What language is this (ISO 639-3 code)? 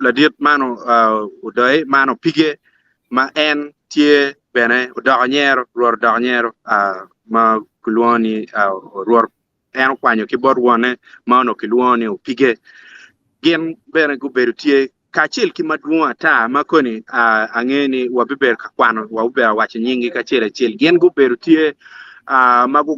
ach